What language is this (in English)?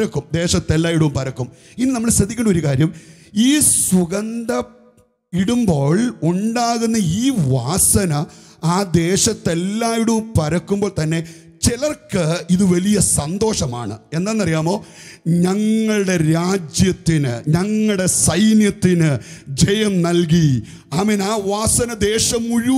Malayalam